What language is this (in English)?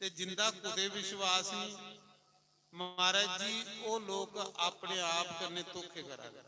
Dogri